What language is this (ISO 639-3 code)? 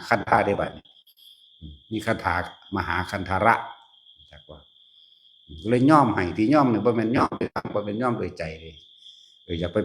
tts